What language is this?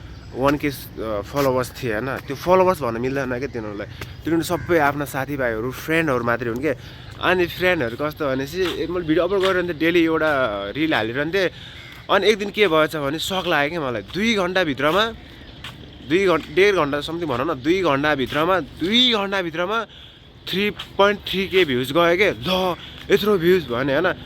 Nepali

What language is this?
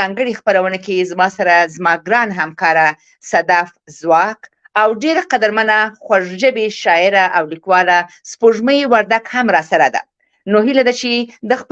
Pashto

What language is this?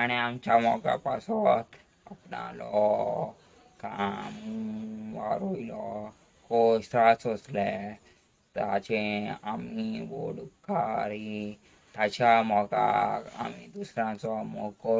Konkani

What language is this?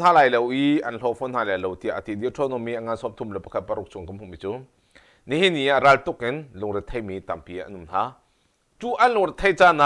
Hakha Chin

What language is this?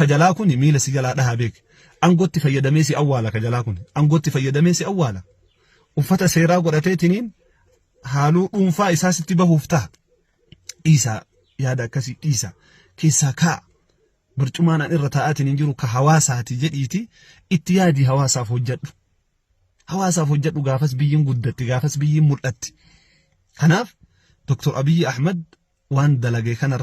Oromo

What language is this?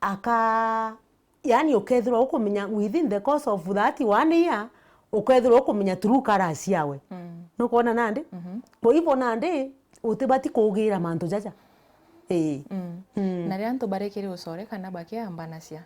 Meru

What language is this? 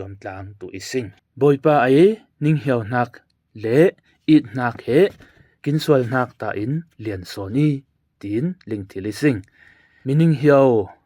Falam Chin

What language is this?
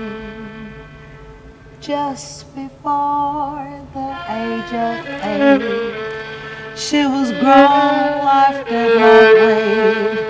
Turkish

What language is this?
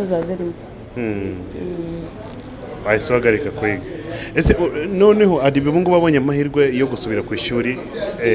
Kinyarwanda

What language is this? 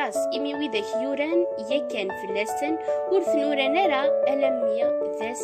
Kabyle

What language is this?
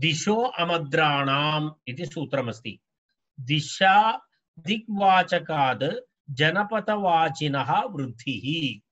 Sanskrit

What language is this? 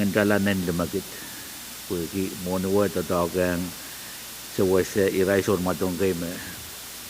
Pohnpeian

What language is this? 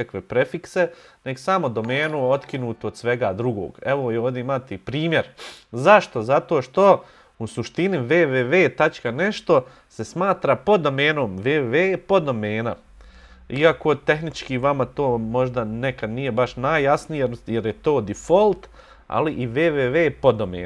Bosnian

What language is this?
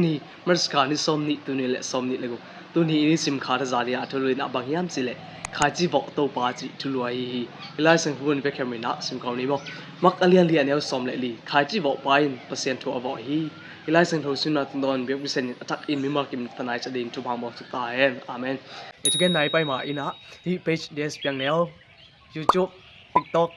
Tedim Chin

